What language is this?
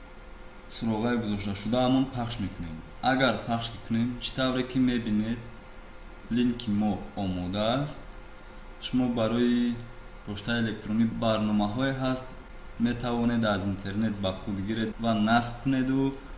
Tajik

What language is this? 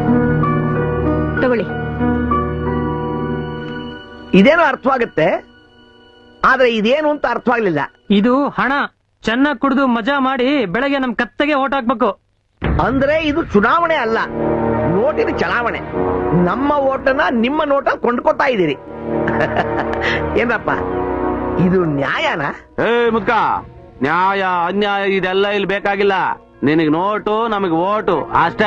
Kannada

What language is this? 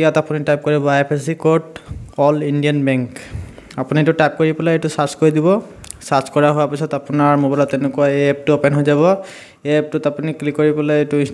Assamese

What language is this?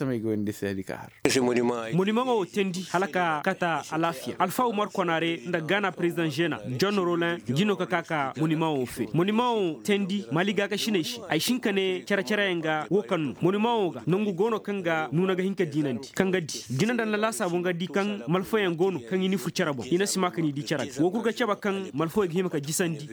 Koyraboro Senni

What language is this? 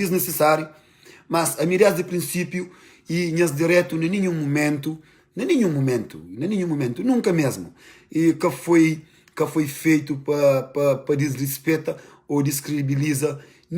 Kabuverdianu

